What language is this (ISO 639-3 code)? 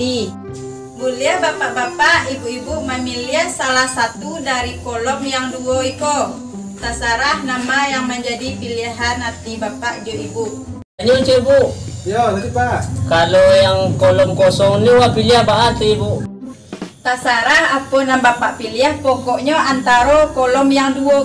min